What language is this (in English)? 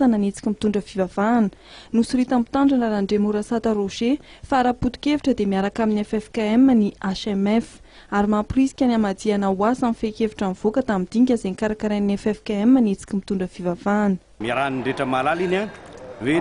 Malagasy